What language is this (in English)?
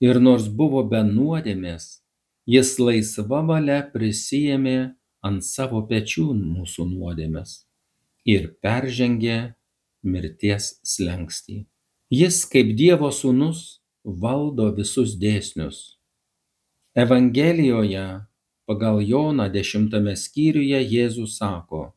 Lithuanian